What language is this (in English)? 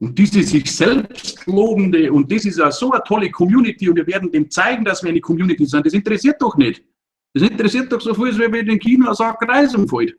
Bavarian